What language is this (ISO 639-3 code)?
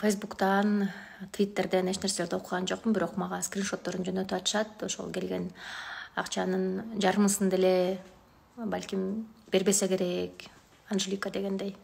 kir